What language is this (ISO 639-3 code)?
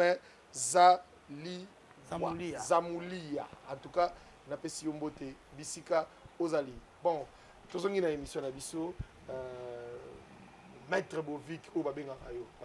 lin